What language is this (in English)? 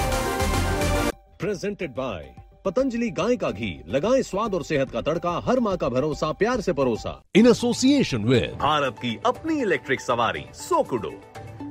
Hindi